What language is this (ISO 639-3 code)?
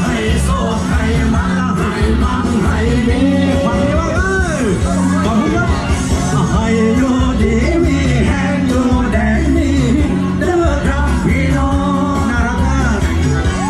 lao